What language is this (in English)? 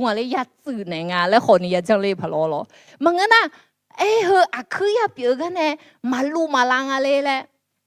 Akha